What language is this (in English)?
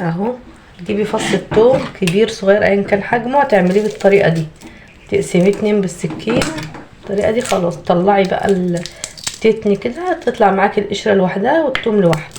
Egyptian Arabic